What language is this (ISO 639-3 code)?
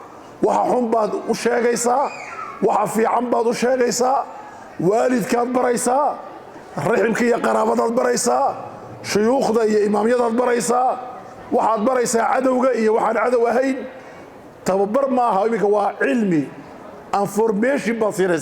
som